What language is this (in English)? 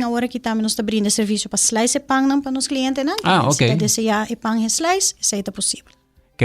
Papiamento